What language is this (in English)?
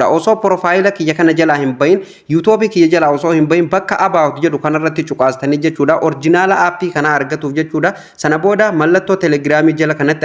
Oromo